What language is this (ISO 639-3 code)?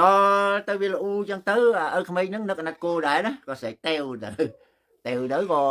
khm